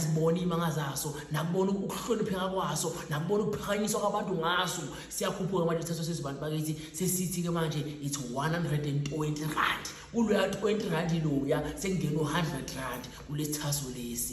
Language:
Zulu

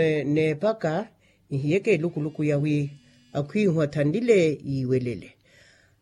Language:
Makhuwa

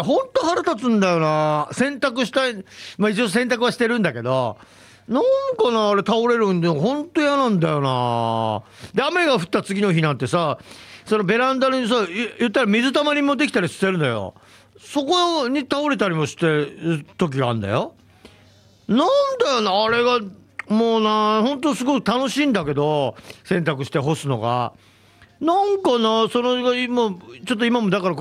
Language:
Japanese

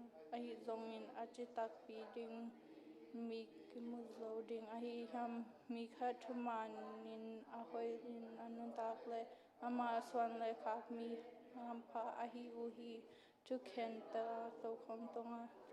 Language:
Tedim Chin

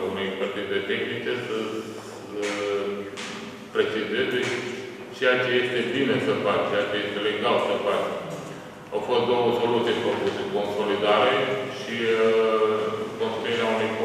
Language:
Romanian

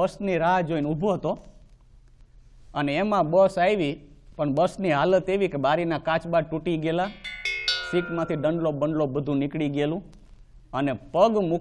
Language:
Gujarati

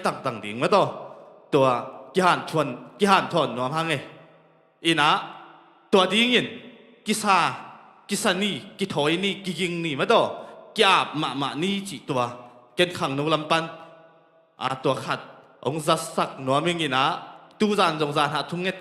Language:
Tedim Chin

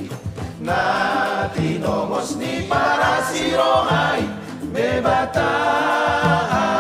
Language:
Batak Toba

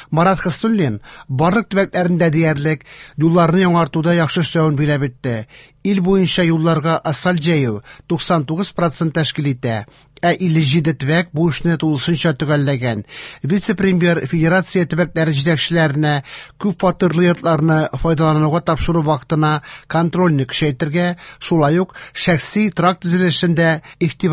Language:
Tatar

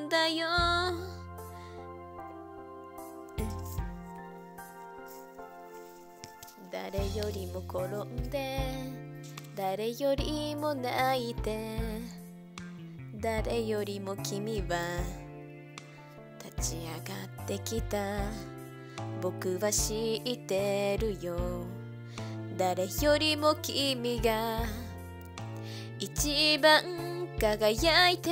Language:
Japanese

